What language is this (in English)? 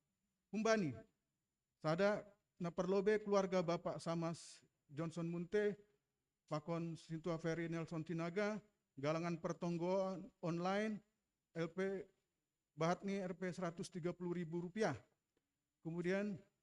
Batak Simalungun